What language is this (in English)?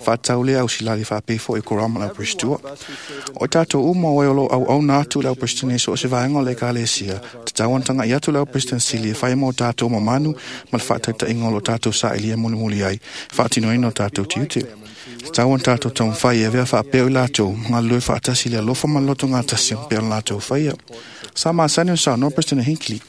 Samoan